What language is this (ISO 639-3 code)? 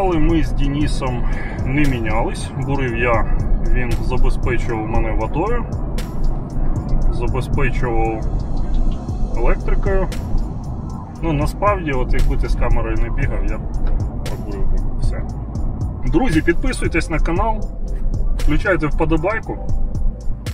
ukr